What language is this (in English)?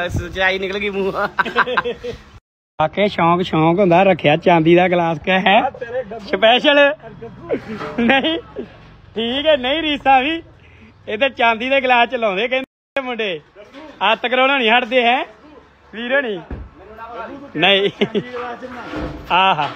Punjabi